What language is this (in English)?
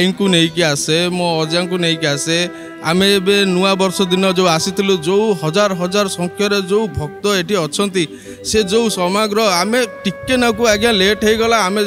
Odia